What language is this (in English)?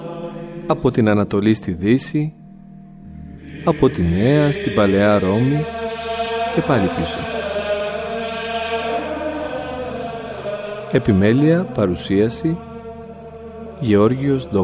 Greek